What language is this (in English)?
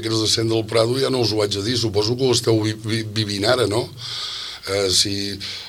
Catalan